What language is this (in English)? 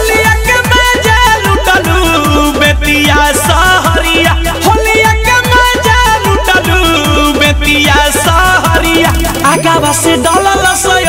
Bhojpuri